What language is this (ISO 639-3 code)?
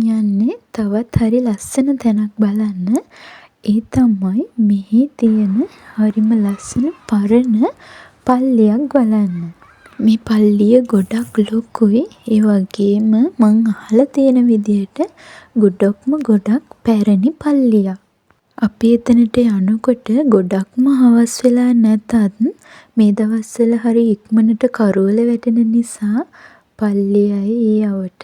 sin